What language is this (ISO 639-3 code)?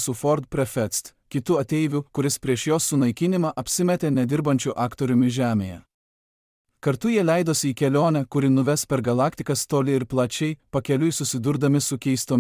lit